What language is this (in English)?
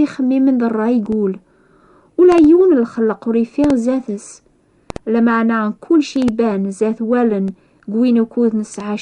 Kabyle